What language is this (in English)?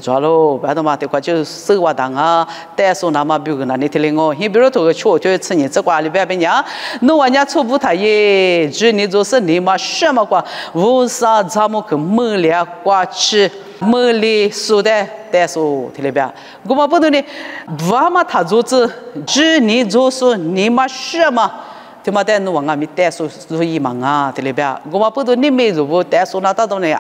Lisu